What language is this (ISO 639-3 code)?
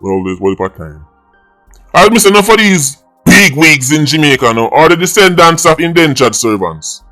jam